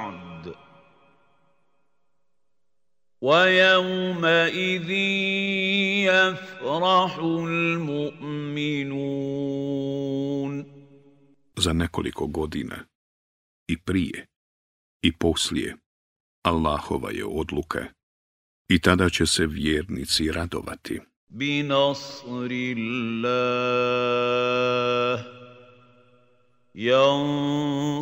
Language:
Bosnian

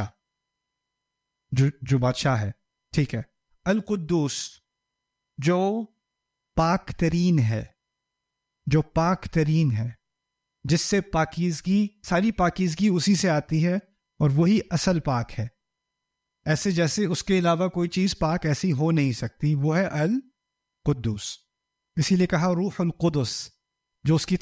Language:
Urdu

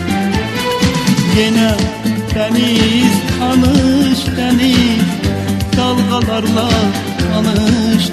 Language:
Turkish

